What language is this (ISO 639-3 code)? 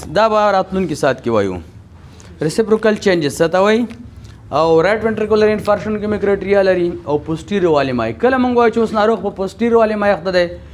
pus